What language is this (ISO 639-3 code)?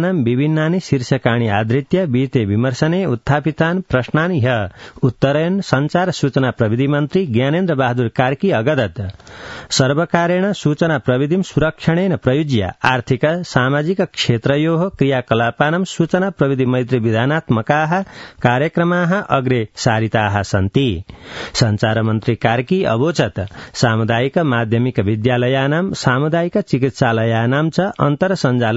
san